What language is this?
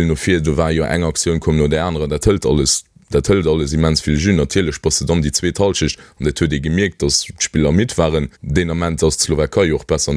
Luxembourgish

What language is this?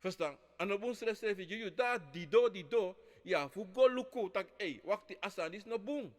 Sranan Tongo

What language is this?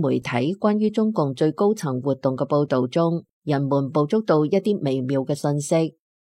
Cantonese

